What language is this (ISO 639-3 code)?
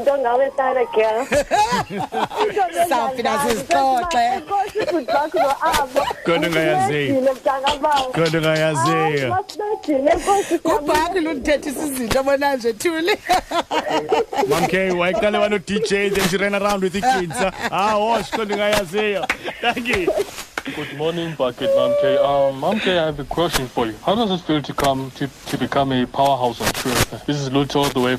xho